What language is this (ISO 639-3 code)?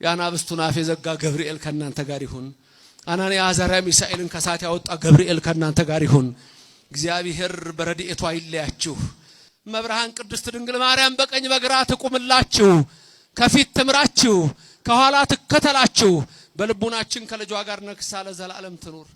amh